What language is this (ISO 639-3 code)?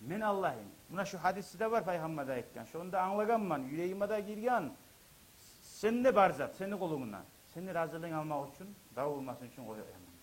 kum